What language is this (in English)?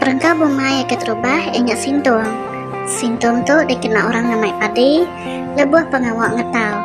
Iban